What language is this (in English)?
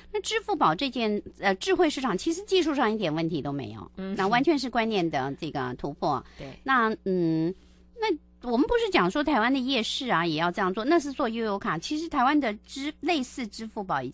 Chinese